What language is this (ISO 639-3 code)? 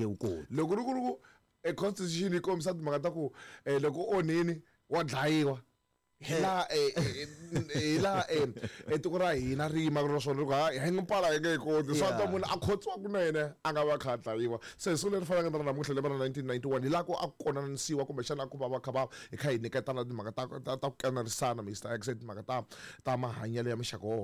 tso